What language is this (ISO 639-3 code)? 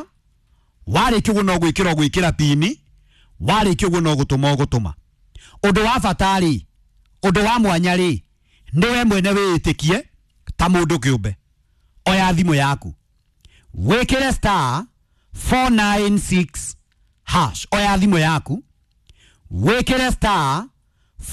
kik